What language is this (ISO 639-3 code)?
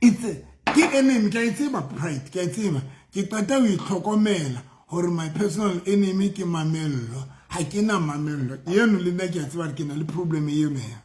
sot